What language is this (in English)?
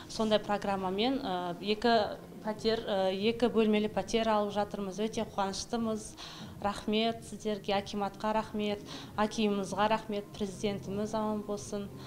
Kazakh